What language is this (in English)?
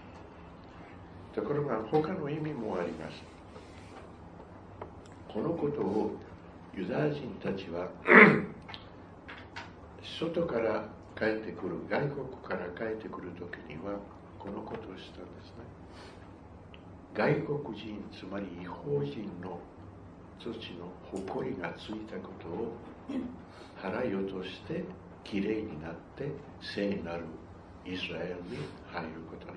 Japanese